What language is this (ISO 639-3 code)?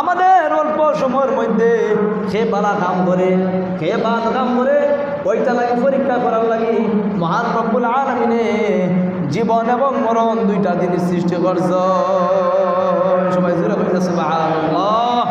syl